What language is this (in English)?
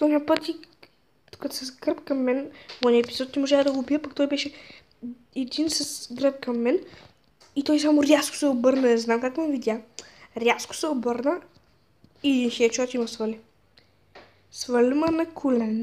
Bulgarian